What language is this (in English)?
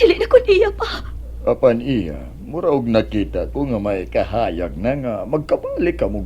Cebuano